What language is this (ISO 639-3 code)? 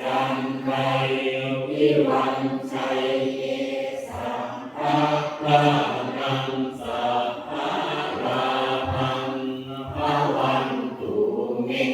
pli